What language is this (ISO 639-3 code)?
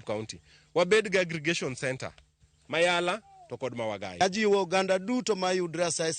luo